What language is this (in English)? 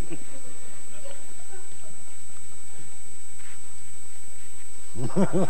Afrikaans